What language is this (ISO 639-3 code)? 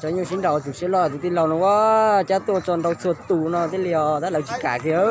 hmn